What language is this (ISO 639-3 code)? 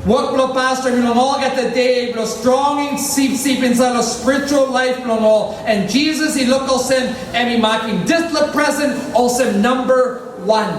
tpi